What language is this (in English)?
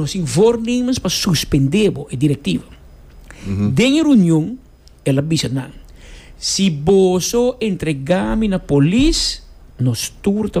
Papiamento